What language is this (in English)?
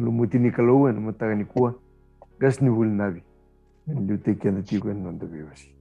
Fijian